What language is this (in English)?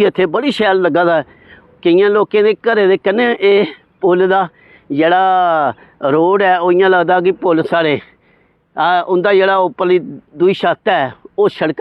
Dogri